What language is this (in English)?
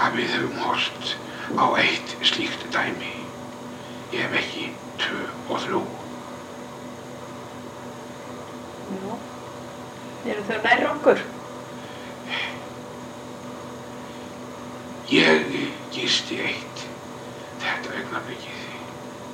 Icelandic